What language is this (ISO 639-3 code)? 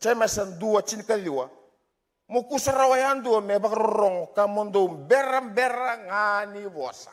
fij